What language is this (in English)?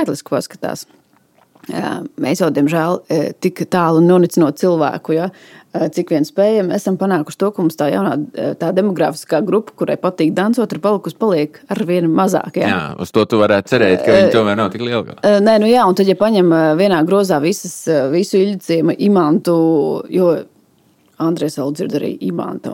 Latvian